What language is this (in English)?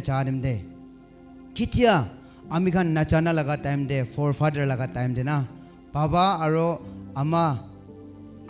Naga Pidgin